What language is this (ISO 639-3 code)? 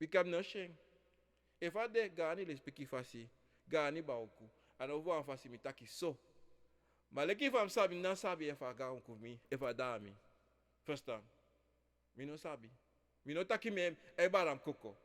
srn